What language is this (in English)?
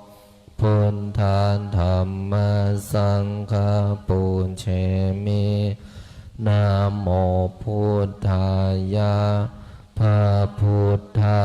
Pali